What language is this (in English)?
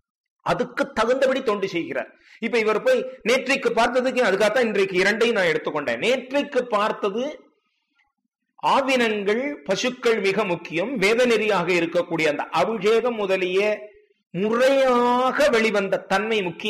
Tamil